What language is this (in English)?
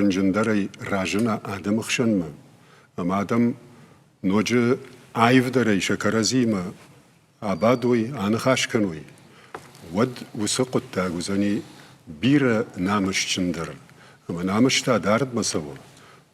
Ossetic